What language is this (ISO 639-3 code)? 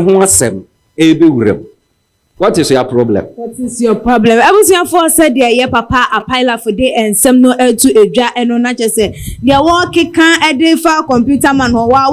aka